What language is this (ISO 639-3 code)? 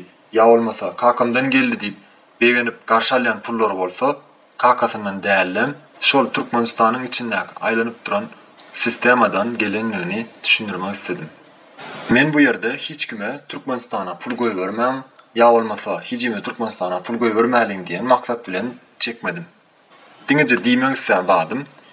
tuk